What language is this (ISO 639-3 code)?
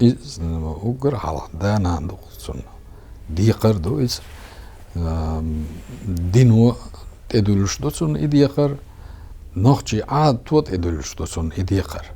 che